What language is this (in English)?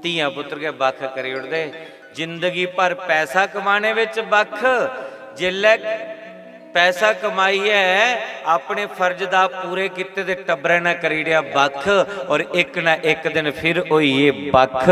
Dogri